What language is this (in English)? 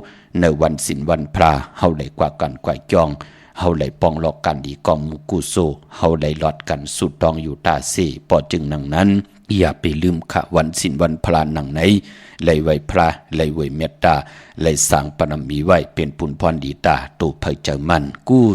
Shan